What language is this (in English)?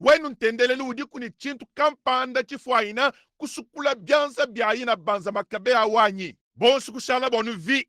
Luba-Lulua